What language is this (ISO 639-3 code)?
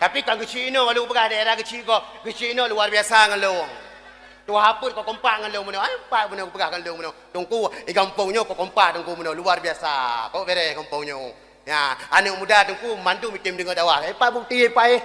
ace